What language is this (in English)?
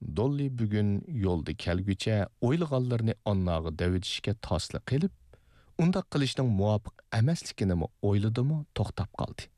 Uyghur